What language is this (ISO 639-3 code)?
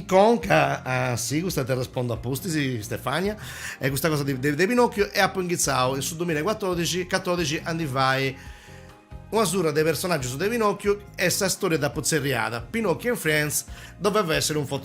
srd